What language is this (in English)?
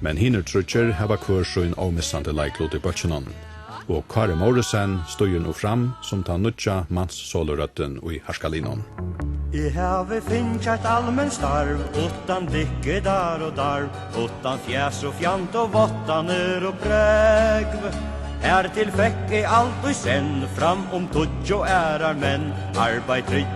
Faroese